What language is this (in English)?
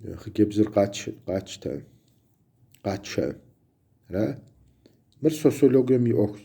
Kabardian